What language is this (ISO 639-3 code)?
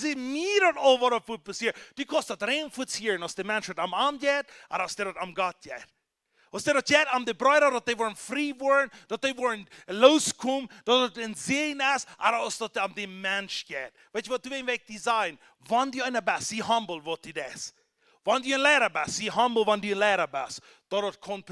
pdt